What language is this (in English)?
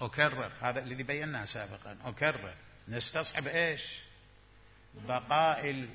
Mesopotamian Arabic